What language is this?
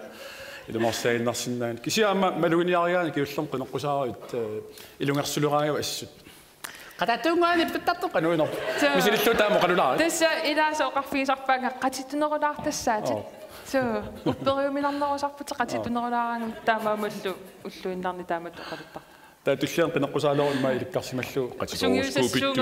Kalaallisut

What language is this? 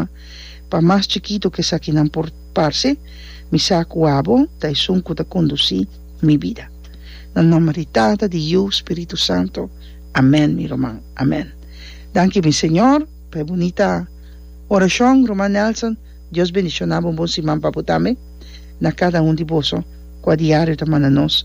Papiamento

